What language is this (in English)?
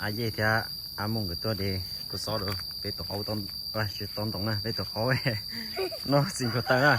Hmong